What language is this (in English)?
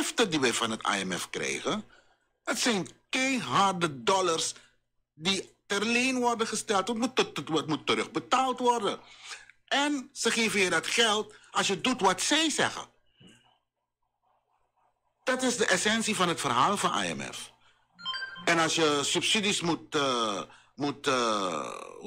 Dutch